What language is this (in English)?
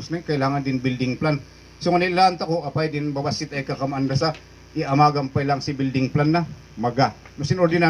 Kankanaey